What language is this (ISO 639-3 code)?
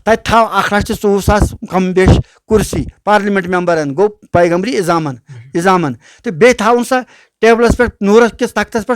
kas